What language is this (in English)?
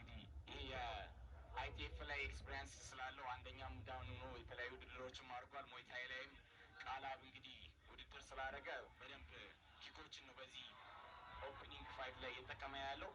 Amharic